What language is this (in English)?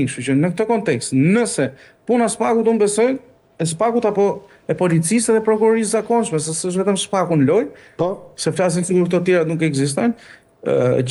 Albanian